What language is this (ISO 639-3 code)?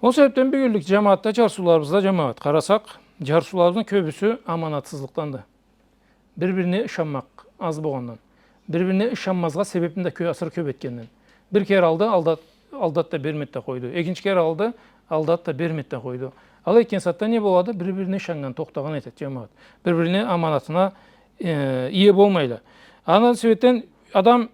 krc